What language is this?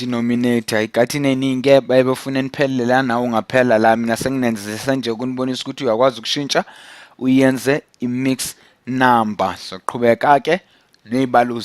Zulu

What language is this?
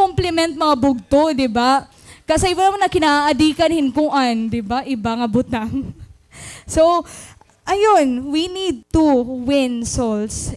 Waray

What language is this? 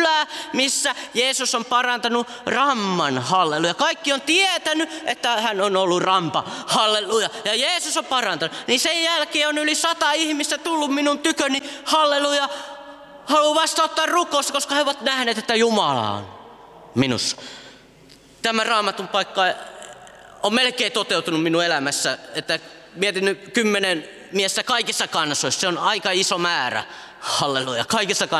Finnish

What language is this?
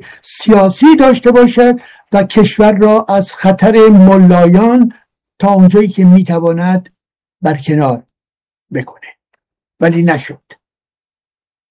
Persian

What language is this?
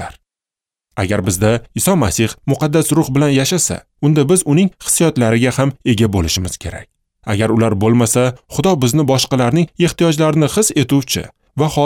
Uzbek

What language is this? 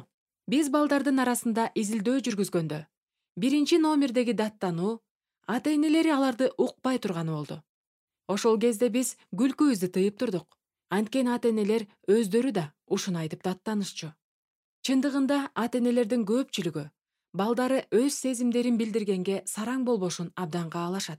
Kyrgyz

